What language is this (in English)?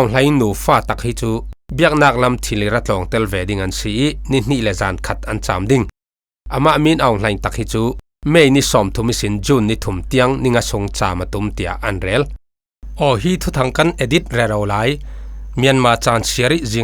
Falam Chin